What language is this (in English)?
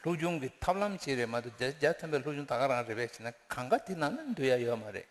Tibetan